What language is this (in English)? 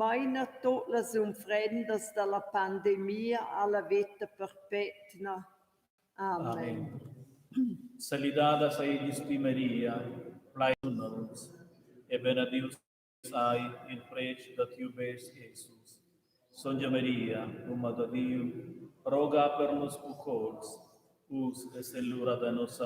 Romansh